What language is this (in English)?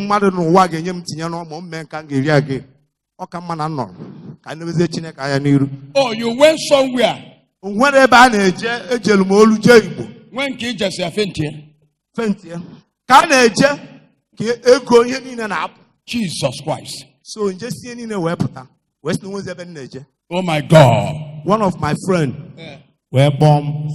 Igbo